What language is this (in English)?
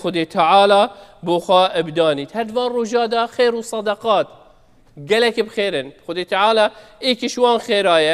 Kurdish